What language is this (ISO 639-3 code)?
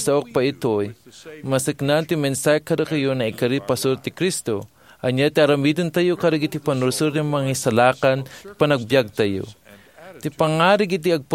ilo